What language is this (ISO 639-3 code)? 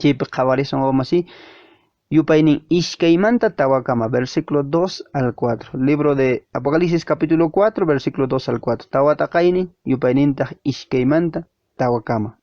que